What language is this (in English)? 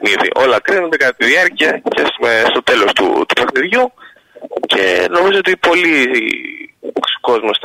Greek